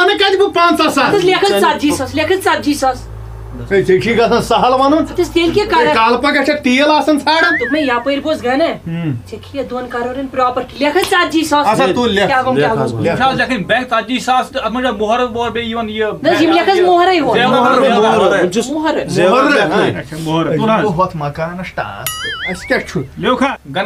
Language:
Kashmiri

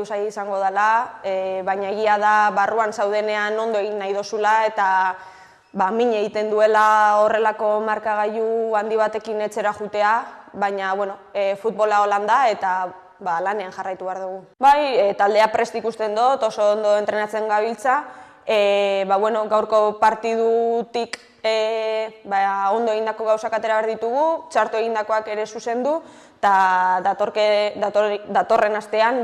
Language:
Basque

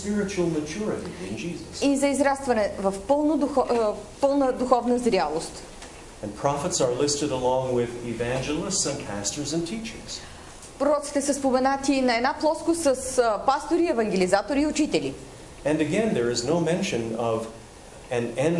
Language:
Bulgarian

